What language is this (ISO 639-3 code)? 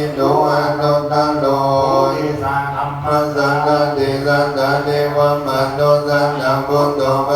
pli